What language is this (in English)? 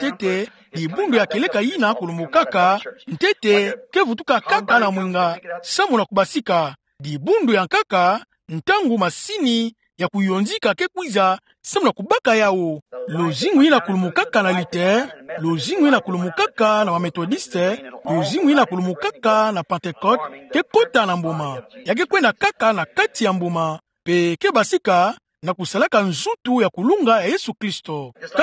Kituba (Democratic Republic of Congo)